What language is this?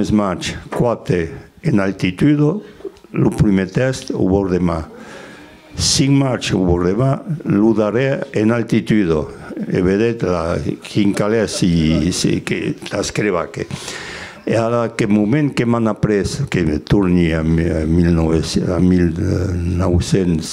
Occitan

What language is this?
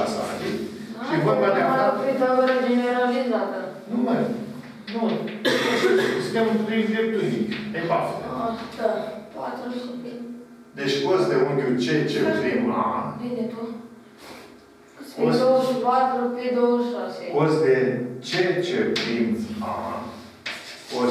Romanian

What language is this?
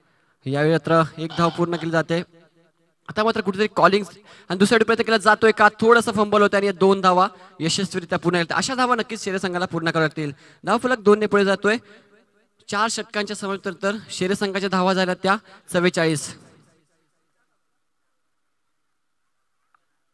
Marathi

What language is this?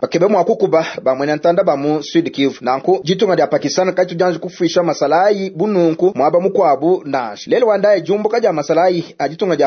Luba-Lulua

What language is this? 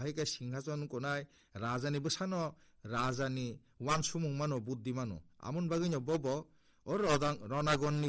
Kok Borok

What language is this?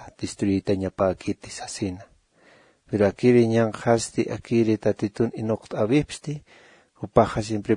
Aymara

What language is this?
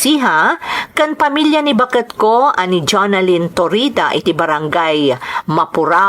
Iloko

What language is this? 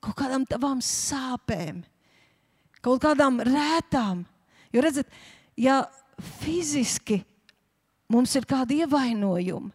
Latvian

